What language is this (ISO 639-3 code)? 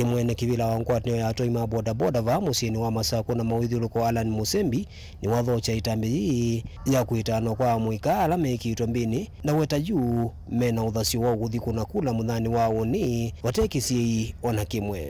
kam